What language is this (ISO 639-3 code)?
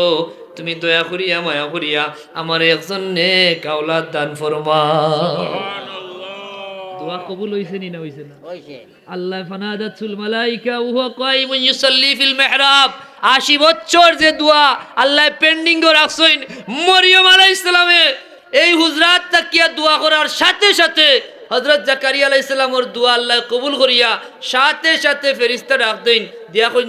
syl